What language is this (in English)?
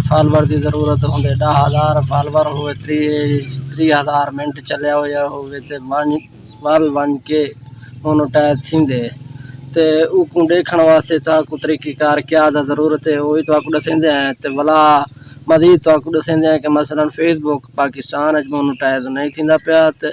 Saraiki